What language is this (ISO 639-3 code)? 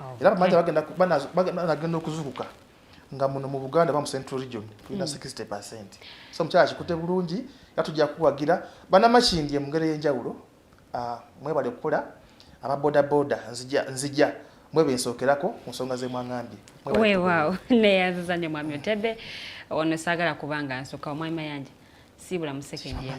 lug